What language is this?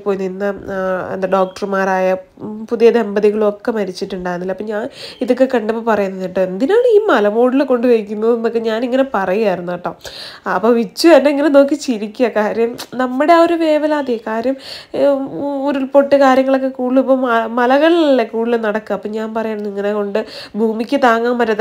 Malayalam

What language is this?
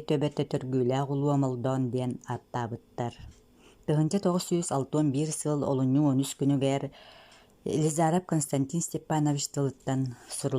Yakut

